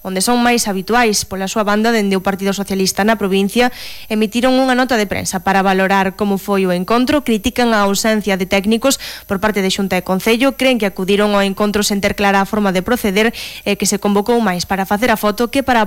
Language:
Galician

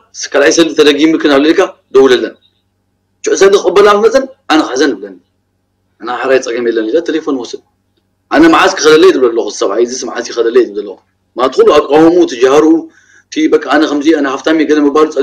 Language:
Tigrinya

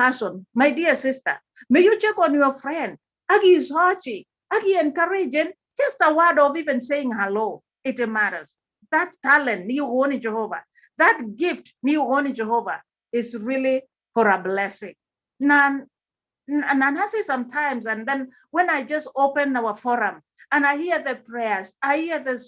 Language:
Kalenjin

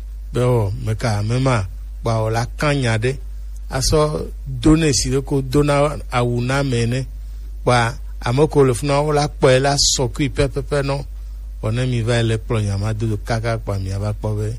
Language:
Gen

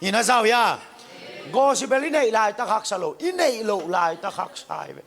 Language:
Tedim Chin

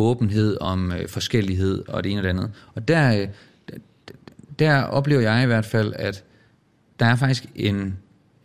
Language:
Danish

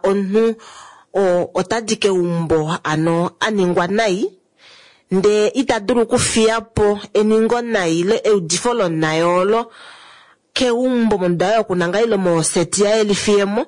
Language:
Kuanyama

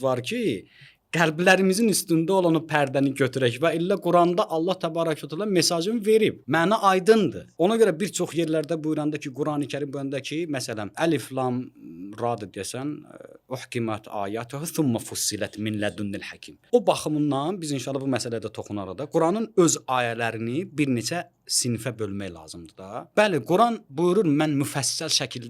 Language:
Azerbaijani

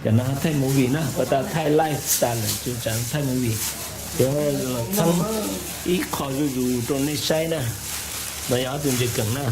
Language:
Hmong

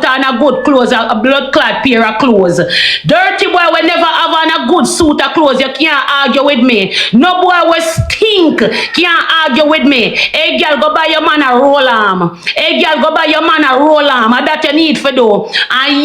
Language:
Jamaican Creole English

